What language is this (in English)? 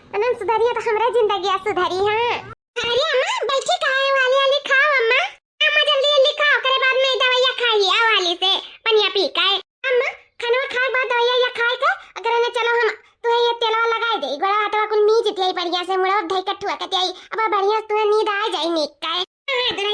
Awadhi